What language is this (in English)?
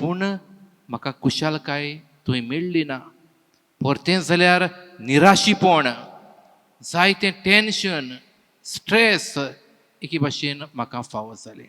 Konkani